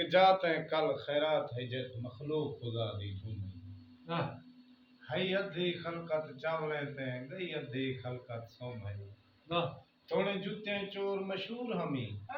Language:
Saraiki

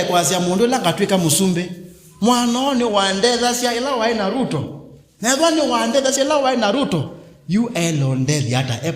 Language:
Kamba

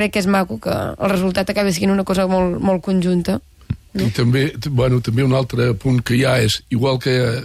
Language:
Catalan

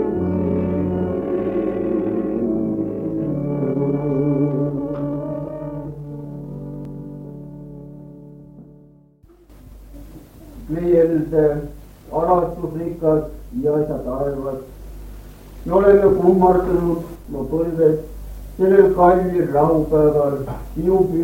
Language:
Estonian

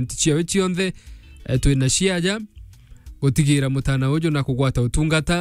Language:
Meru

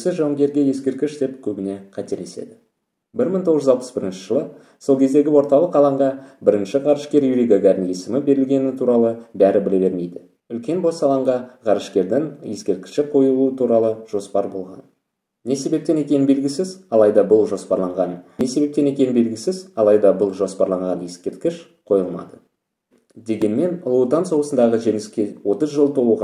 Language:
Kazakh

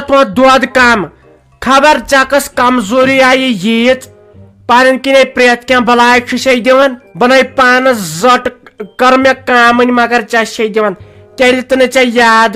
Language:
Kashmiri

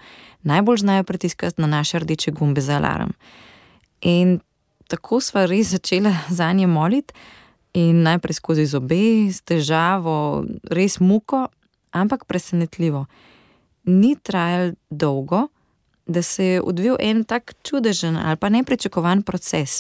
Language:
Slovenian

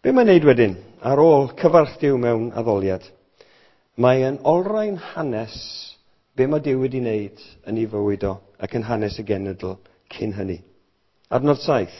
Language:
Welsh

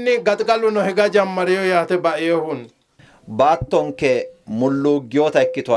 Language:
Sidamo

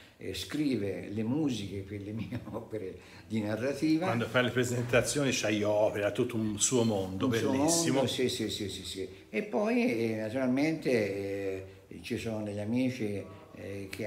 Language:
Italian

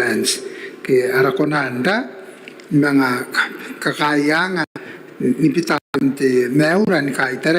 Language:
Gilbertese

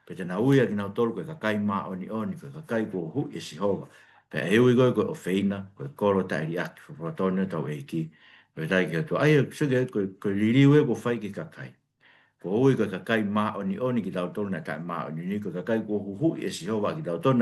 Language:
Tongan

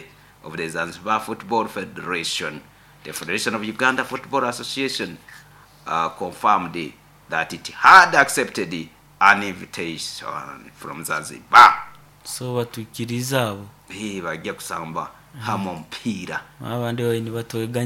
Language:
Nyoro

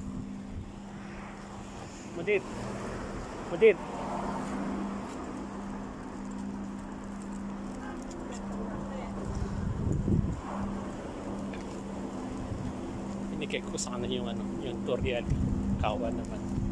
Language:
Filipino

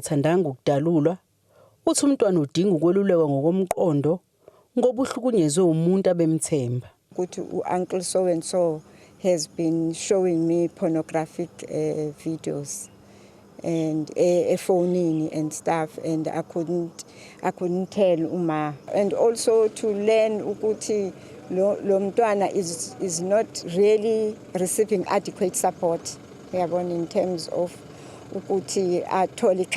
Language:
Zulu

